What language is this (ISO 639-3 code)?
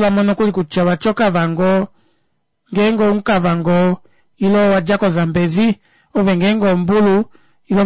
kua